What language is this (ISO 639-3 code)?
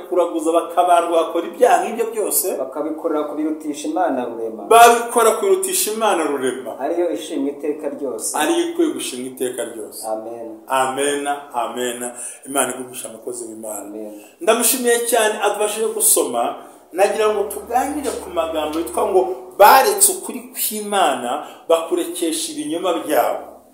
kin